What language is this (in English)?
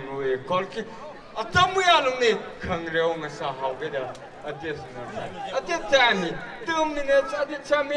Tangkhul Naga (India)